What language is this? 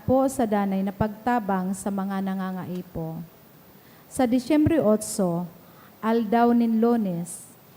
Bikol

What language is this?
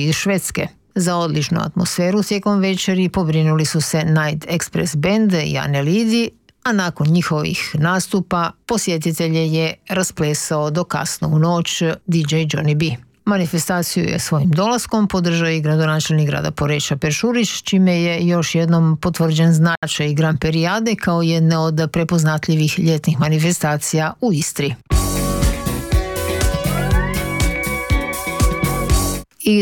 Croatian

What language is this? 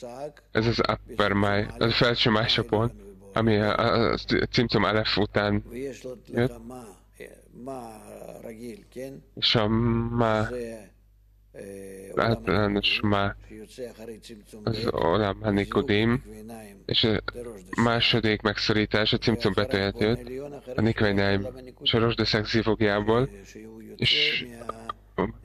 Hungarian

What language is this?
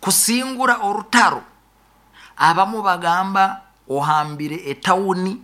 Nyoro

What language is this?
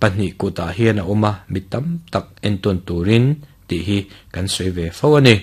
Mizo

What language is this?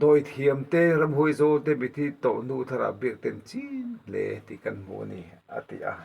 Mizo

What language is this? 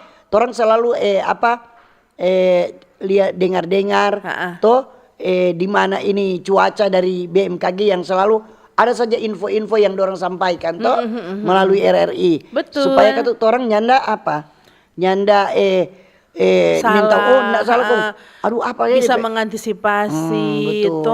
Manado Malay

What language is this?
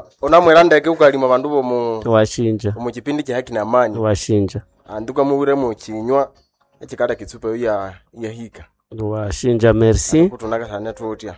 Nande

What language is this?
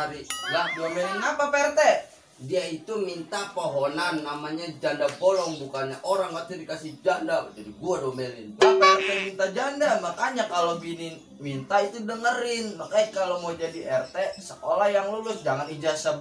Betawi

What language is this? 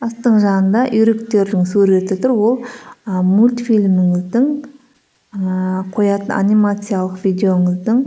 Kazakh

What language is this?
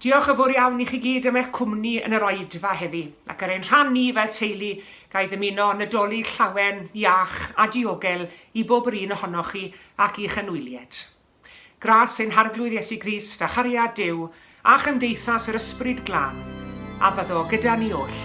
Welsh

